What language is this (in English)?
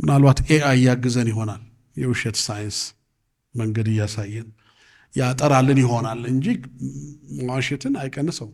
Amharic